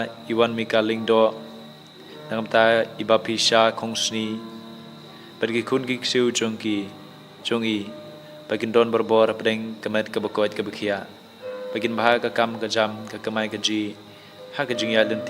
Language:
Khasi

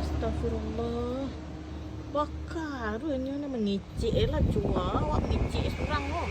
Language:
Minangkabau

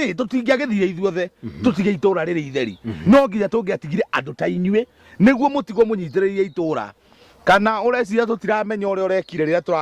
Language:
Kikuyu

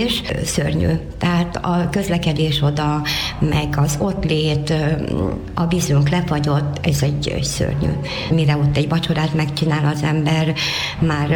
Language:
Hungarian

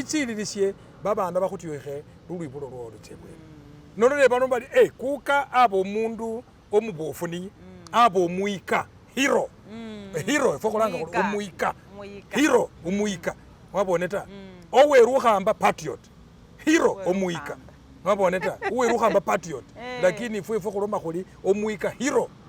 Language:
Masaaba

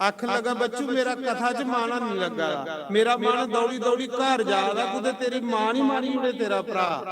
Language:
Dogri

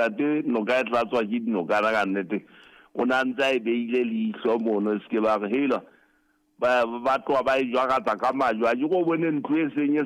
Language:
Southern Sotho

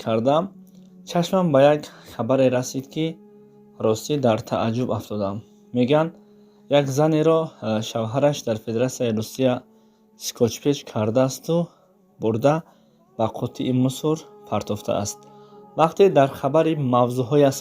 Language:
Tajik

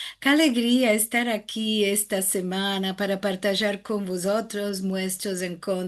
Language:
Ladino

